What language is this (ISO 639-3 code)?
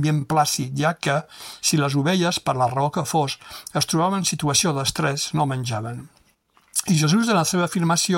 cat